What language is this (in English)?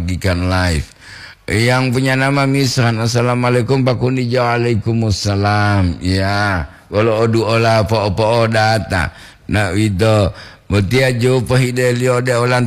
Gorontalo